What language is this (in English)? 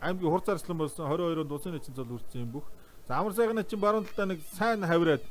Mongolian